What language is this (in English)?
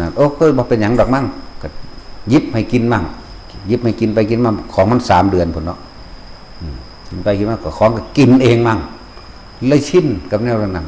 Northeastern Thai